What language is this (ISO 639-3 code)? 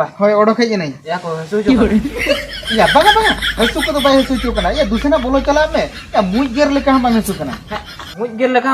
sat